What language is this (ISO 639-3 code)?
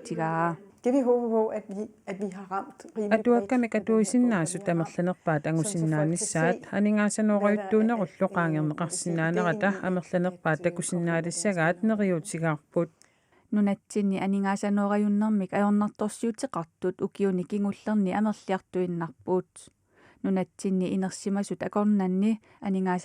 kal